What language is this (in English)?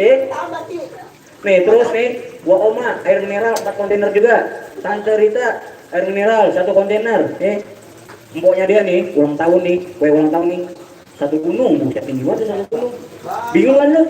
Betawi